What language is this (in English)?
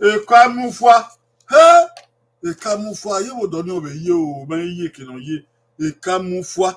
Bini